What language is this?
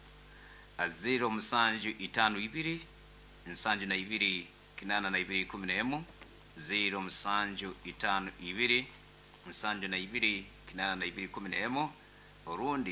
Nyoro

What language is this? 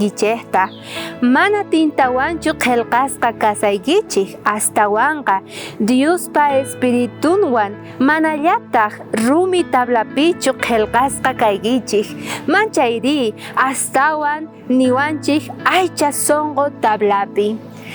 South Bolivian Quechua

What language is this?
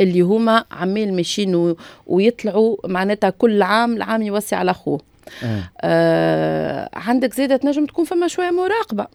Tunisian Arabic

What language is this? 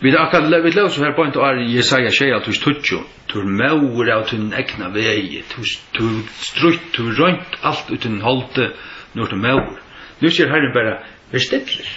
Faroese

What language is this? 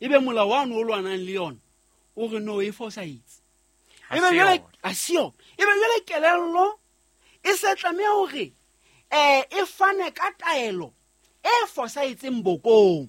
Southern Sotho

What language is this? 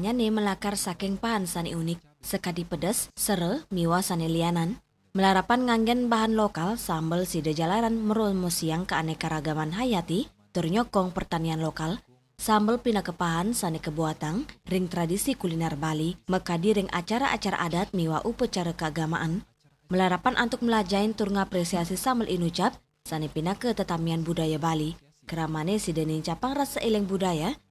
Balinese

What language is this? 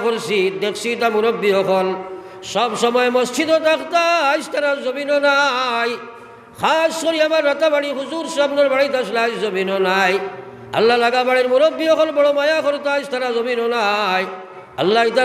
Sylheti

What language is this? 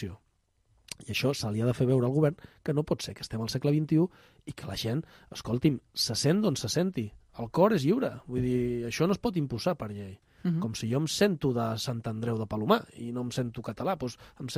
Catalan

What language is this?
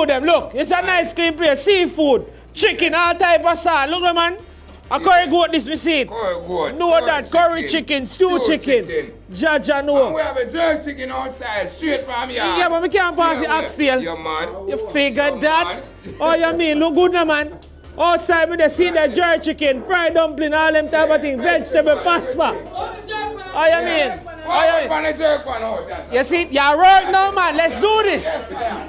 Jamaican Creole English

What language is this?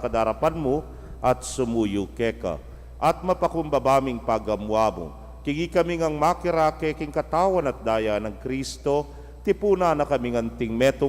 Pampanga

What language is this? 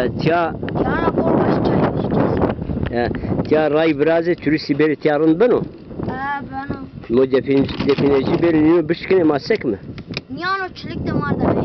Zaza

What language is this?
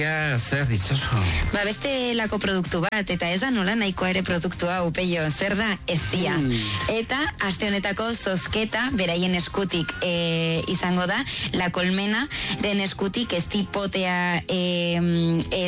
Basque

